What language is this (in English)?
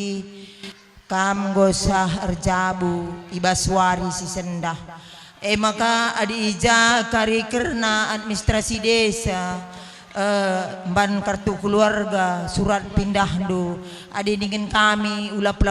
Batak Karo